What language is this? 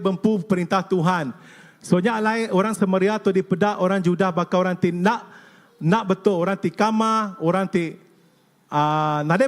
Iban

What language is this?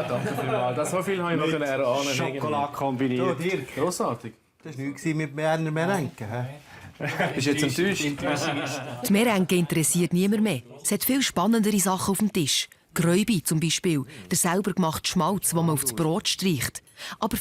Swiss German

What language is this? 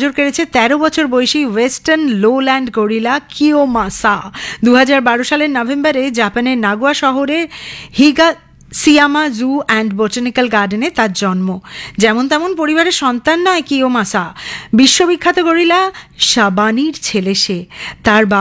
Bangla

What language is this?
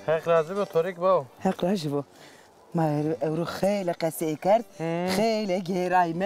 Zaza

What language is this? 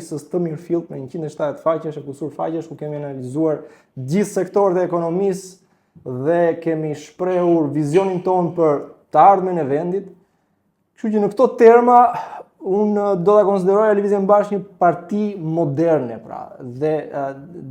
Albanian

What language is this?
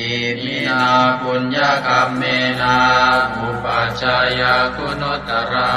Pali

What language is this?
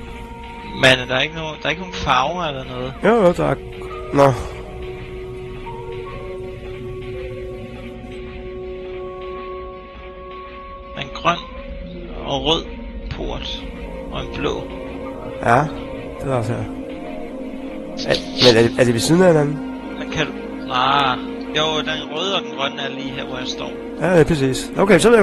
Danish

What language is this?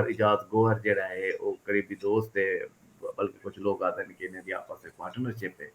Saraiki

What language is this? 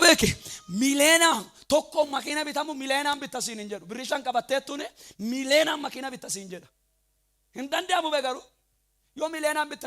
Oromo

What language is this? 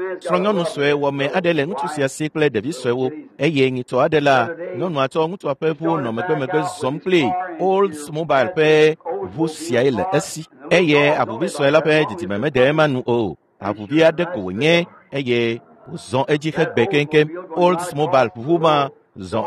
Ewe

